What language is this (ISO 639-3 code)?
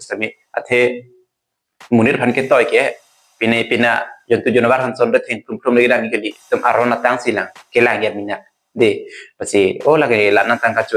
mjw